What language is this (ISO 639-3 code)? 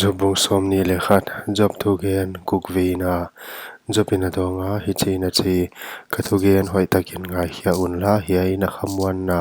pck